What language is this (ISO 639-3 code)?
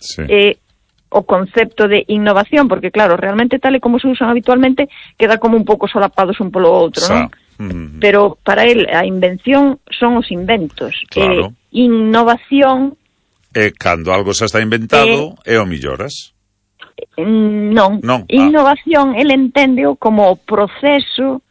glg